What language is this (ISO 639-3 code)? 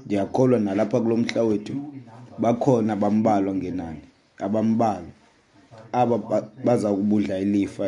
xho